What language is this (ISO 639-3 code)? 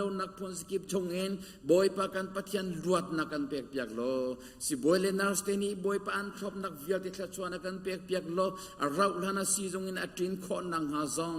cnh